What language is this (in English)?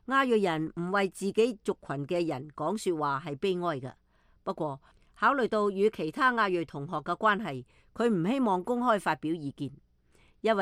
Cantonese